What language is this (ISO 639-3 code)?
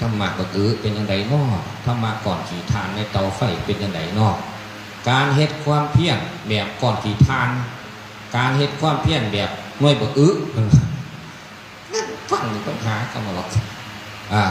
tts